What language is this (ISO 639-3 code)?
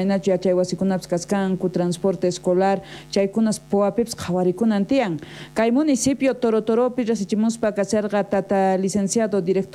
quh